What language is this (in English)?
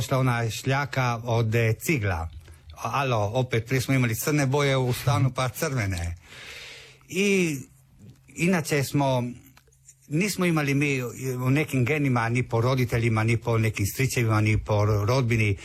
Croatian